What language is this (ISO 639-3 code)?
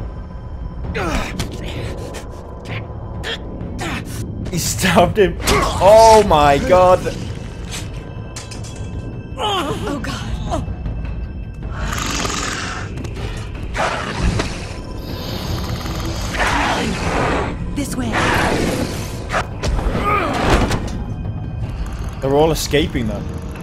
eng